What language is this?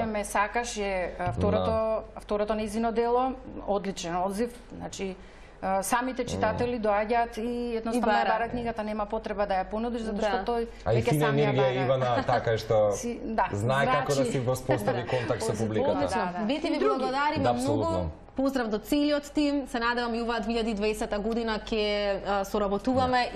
Macedonian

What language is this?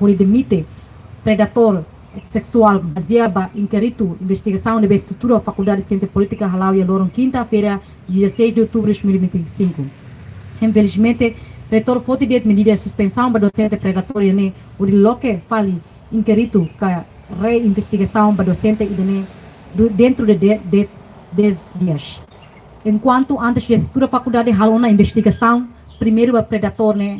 Tetum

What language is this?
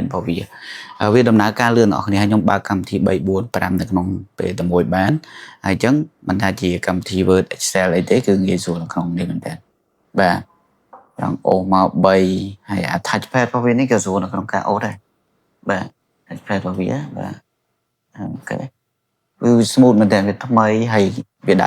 Khmer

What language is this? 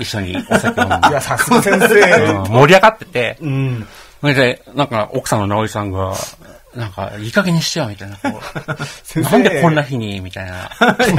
Japanese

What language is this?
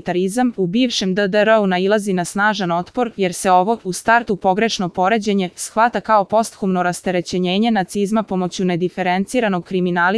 Bosnian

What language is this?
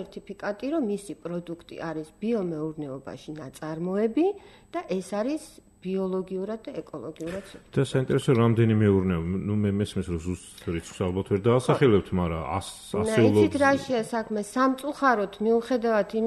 Georgian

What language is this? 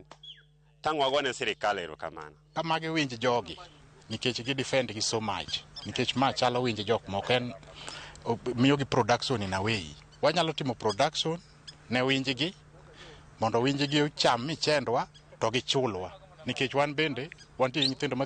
Luo (Kenya and Tanzania)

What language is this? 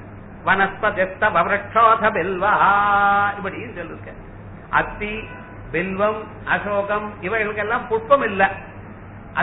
Tamil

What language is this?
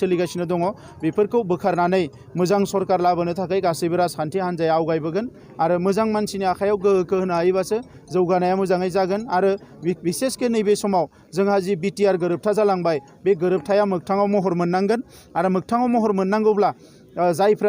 Bodo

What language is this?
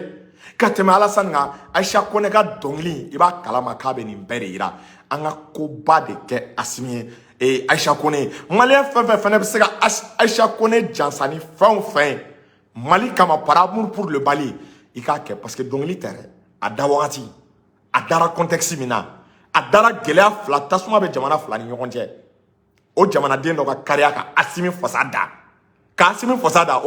Bambara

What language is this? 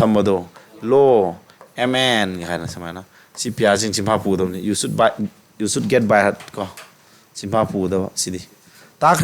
Manipuri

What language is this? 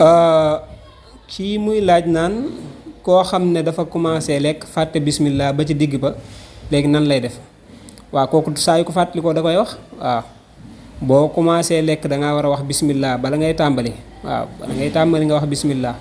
Wolof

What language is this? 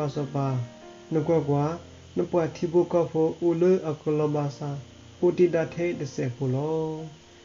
S'gaw Karen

